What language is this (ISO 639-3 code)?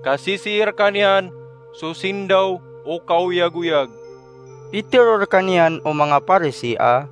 mrw